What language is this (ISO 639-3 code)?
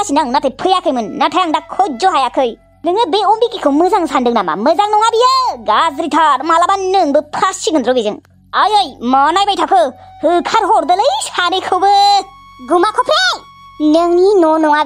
brx